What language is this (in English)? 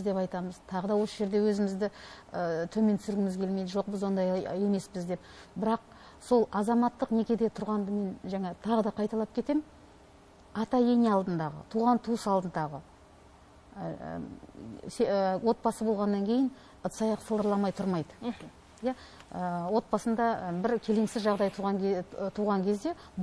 Kazakh